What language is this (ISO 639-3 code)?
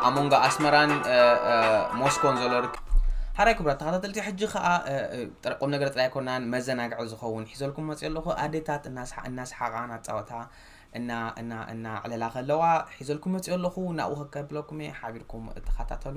tir